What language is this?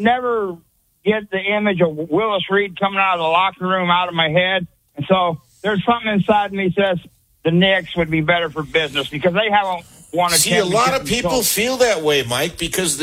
English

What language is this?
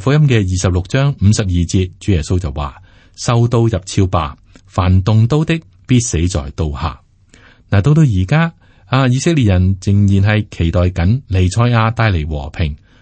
Cantonese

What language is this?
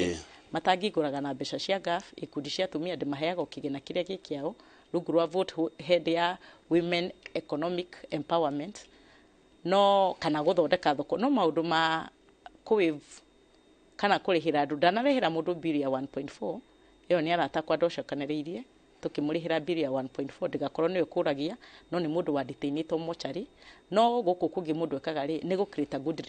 Kikuyu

